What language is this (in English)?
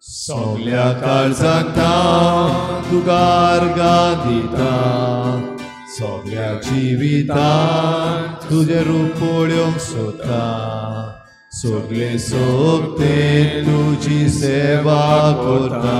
Konkani